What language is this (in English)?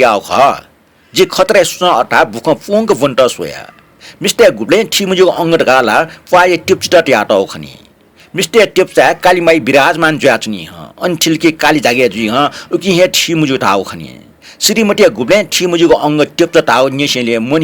Newari